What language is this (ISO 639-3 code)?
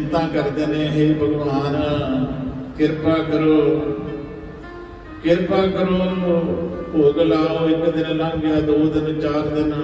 pan